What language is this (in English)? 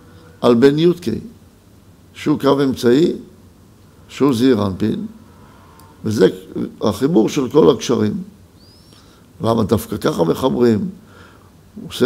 Hebrew